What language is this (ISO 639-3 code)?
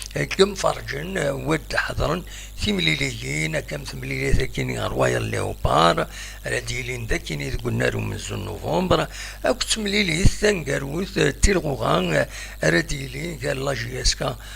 kab